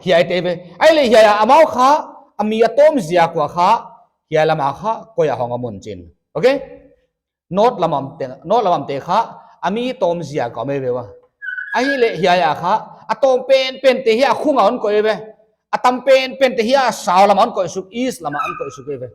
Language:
Paite Chin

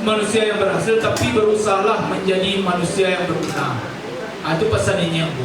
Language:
Minangkabau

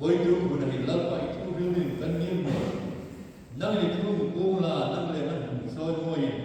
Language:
Hmar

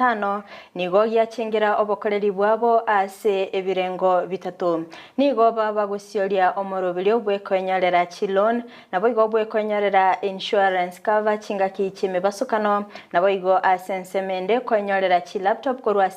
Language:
Gusii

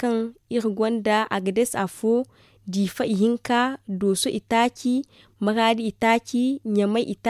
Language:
Zarma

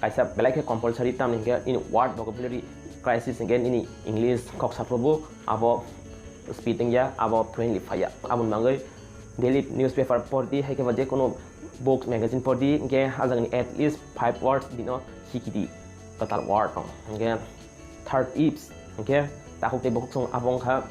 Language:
Kok Borok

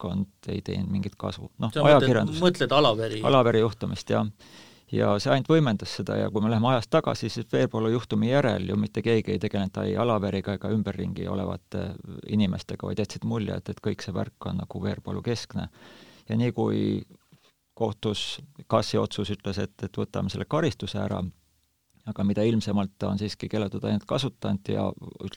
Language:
Estonian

